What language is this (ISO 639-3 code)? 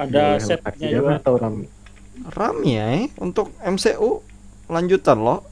bjn